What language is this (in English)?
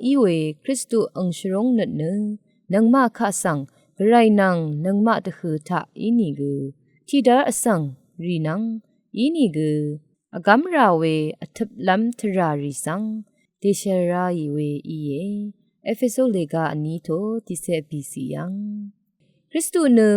Rawang